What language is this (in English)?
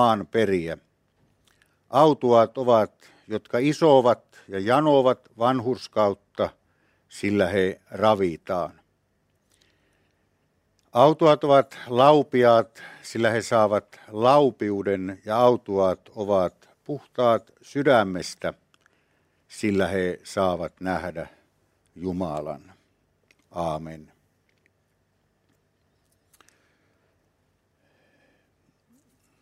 Finnish